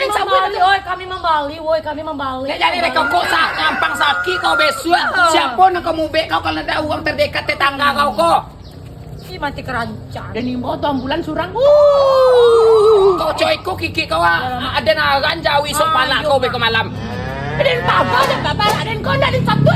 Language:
Minangkabau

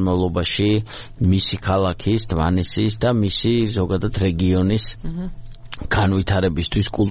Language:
Georgian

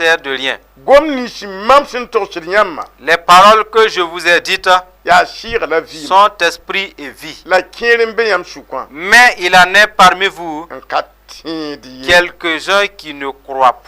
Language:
Mossi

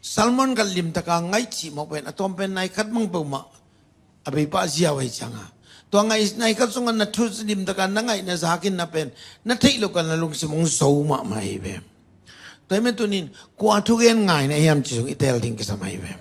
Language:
Tedim Chin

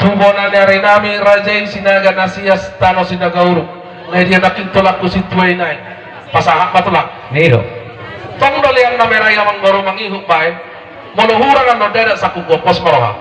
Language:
Batak Toba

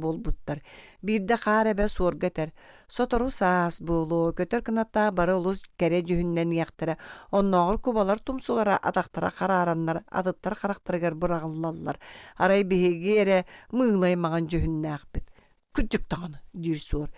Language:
Yakut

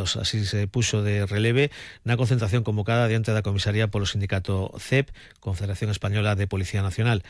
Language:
Galician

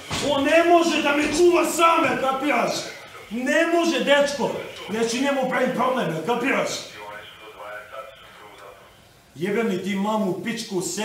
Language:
Serbian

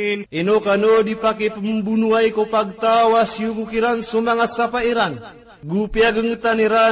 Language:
Maranao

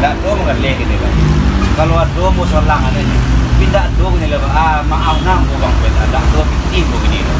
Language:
Minangkabau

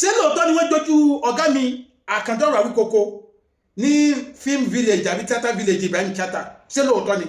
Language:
Yoruba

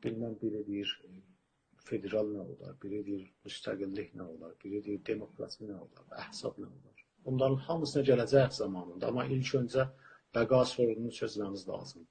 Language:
South Azerbaijani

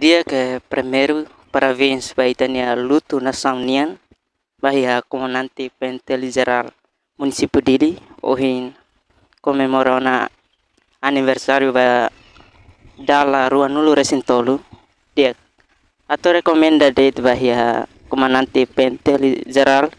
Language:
Tetum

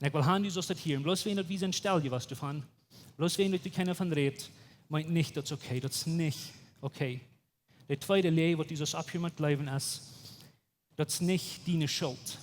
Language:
Plautdietsch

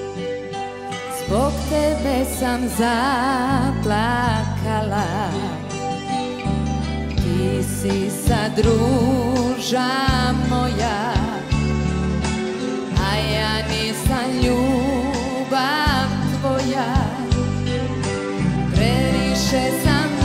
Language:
Serbian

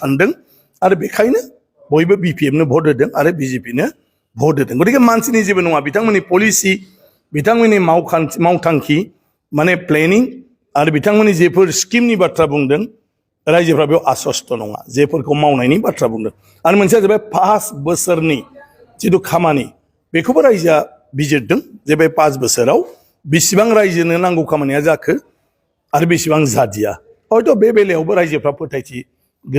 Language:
Bodo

